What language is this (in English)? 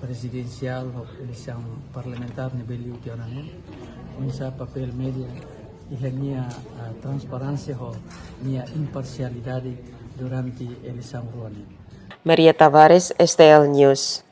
Tetum